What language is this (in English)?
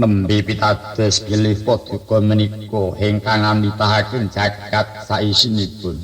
Javanese